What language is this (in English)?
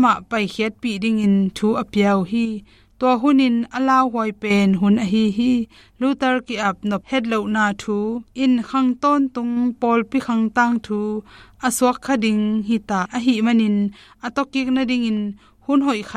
Tedim Chin